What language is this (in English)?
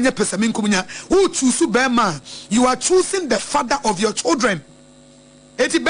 Akan